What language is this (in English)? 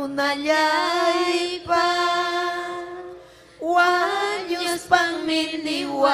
Ayacucho Quechua